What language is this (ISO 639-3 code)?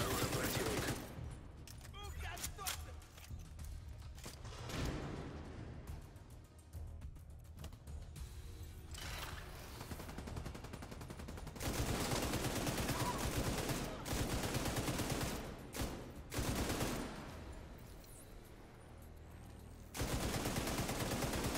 rus